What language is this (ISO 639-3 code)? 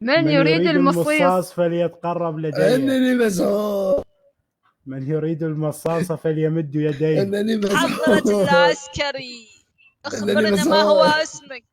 acm